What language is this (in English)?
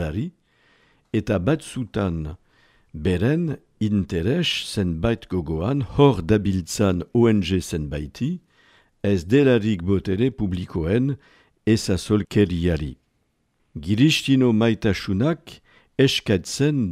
Basque